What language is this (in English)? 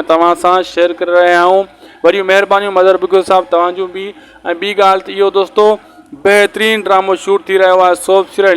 Sindhi